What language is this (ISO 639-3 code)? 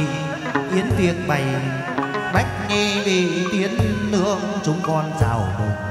vie